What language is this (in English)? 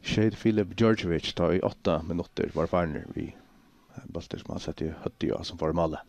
Faroese